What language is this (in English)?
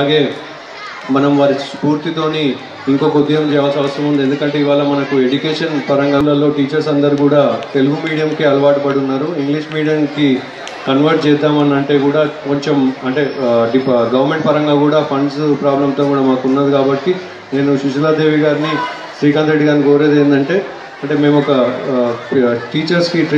Telugu